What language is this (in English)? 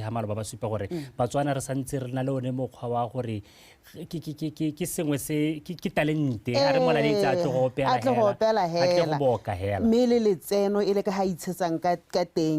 Tswana